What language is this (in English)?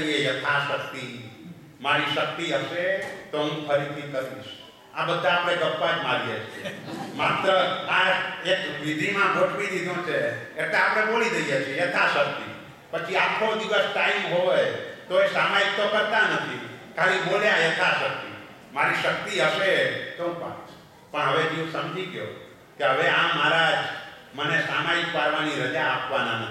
Gujarati